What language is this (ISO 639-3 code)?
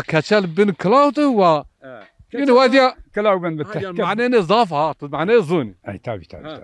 zza